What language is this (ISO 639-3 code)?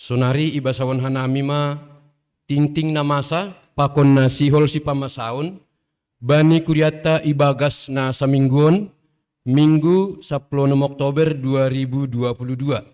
bts